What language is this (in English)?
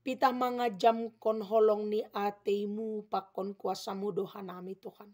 Batak Simalungun